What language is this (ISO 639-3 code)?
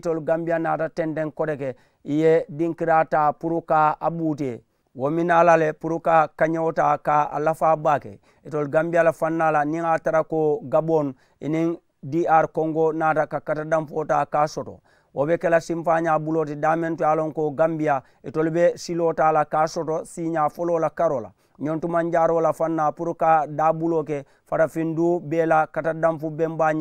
man